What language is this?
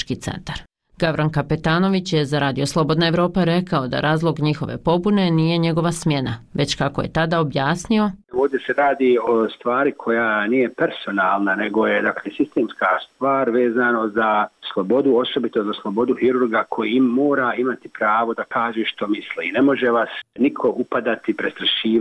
Bosnian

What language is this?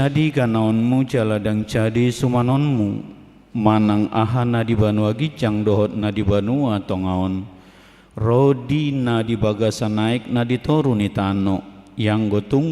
Batak Toba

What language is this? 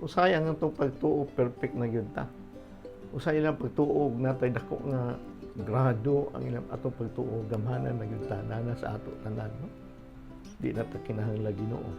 Cebuano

